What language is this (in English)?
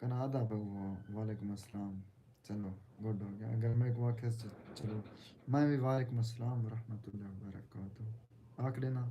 Saraiki